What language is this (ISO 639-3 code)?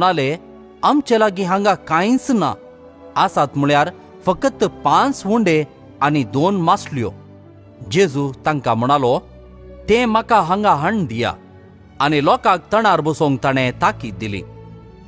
kok